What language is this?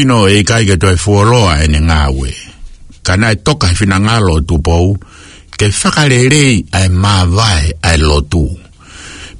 Tongan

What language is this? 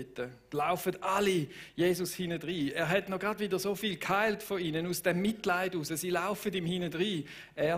Swiss German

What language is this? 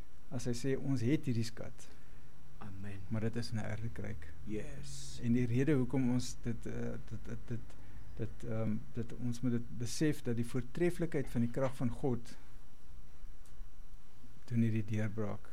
Afrikaans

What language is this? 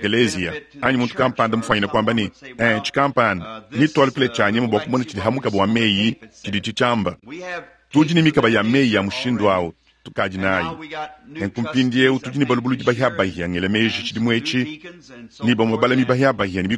Luba-Lulua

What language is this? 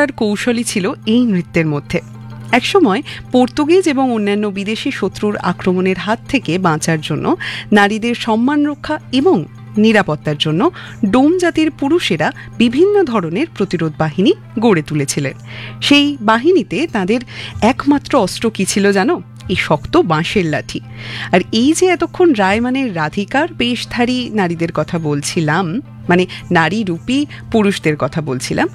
Bangla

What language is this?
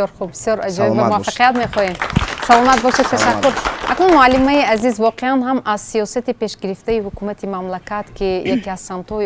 Tajik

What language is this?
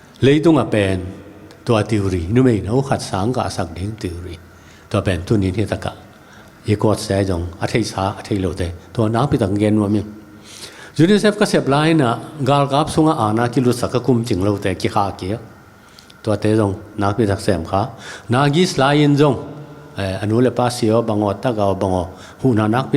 Tedim Chin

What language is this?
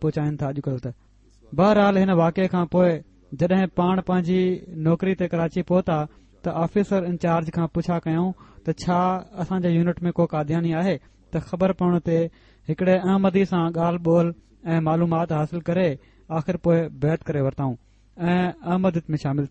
Sindhi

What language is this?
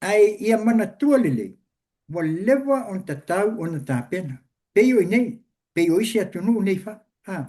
Samoan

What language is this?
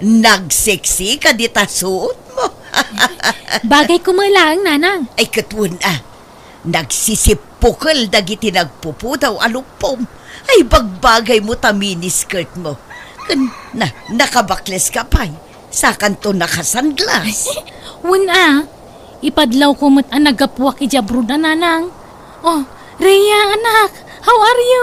Iloko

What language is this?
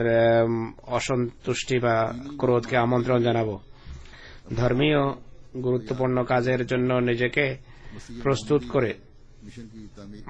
Bangla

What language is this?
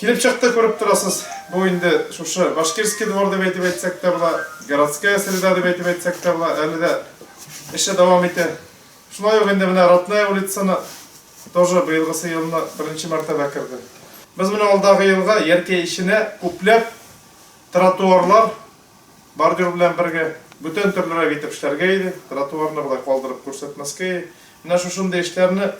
Tatar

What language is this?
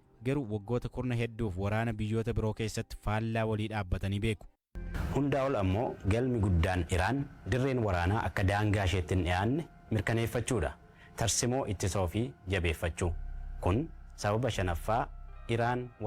Oromo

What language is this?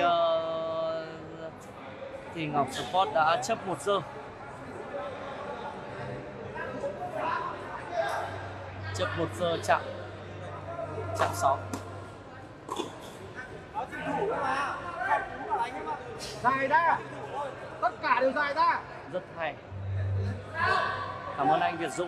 Vietnamese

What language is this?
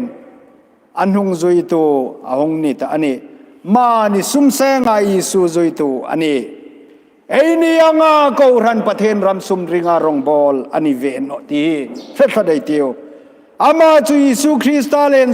Hmar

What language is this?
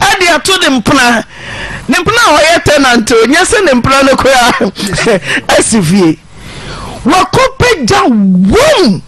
Akan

